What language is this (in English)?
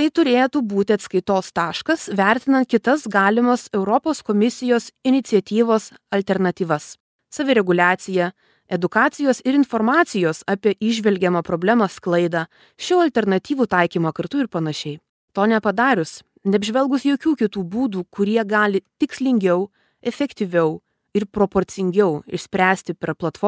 Lithuanian